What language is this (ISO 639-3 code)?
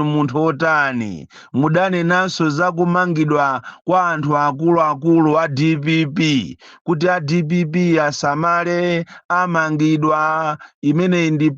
nya